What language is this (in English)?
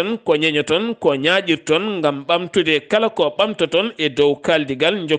Fula